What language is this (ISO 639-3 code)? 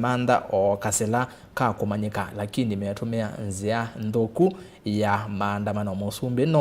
kam